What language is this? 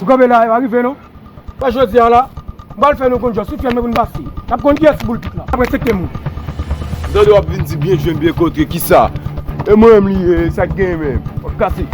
Haitian Creole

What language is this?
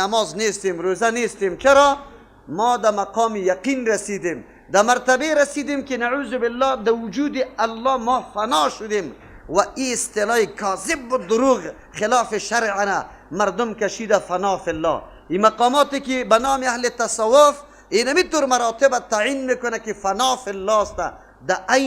Persian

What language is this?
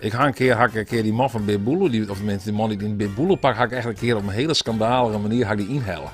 Western Frisian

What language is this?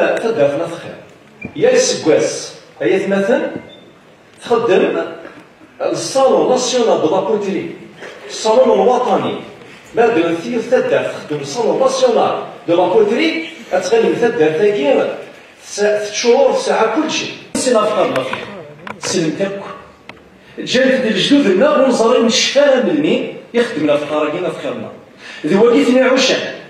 Kabyle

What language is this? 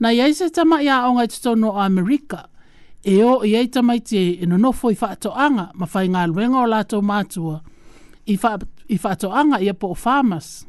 Samoan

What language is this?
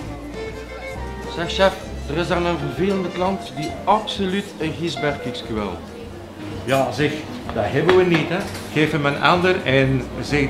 Dutch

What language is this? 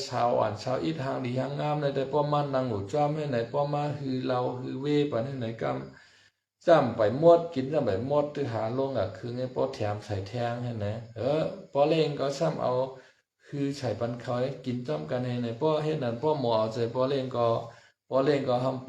Shan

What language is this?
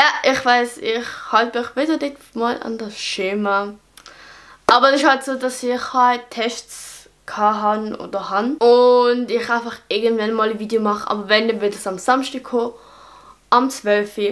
Swiss German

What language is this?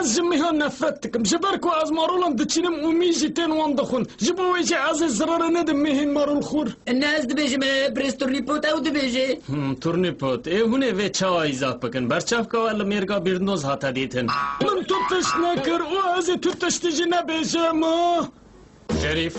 Kurdish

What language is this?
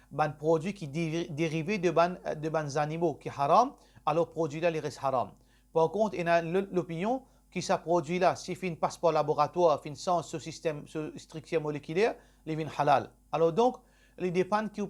Morisyen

